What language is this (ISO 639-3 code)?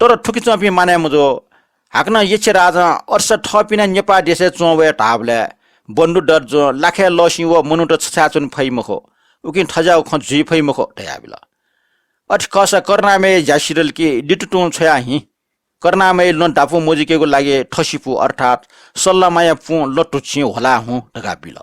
new